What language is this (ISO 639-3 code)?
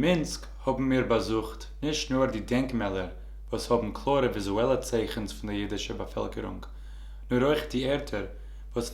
yid